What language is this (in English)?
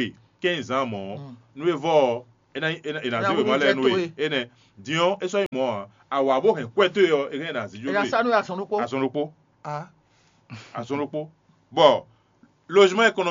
Fon